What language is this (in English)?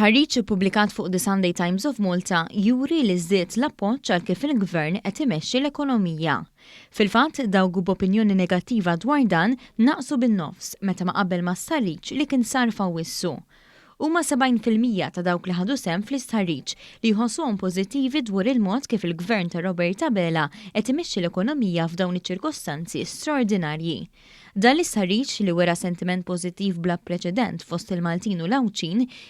Maltese